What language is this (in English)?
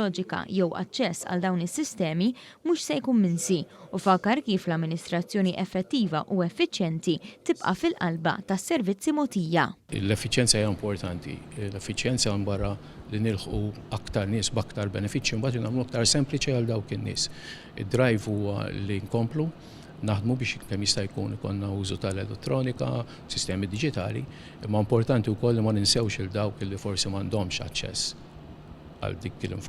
Maltese